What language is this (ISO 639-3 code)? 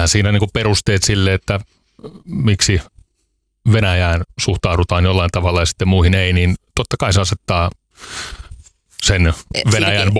fin